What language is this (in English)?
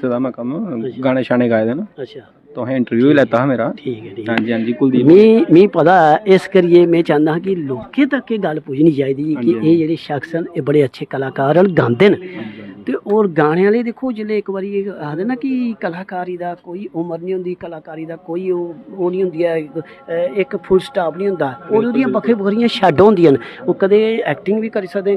Dogri